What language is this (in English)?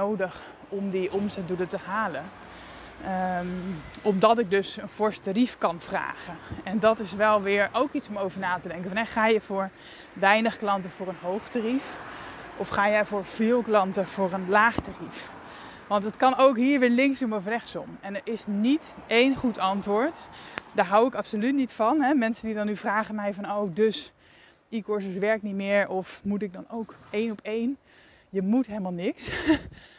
Dutch